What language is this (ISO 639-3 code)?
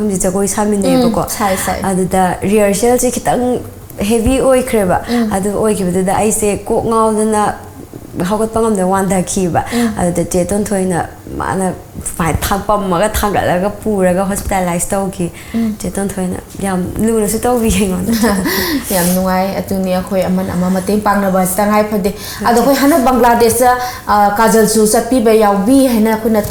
mni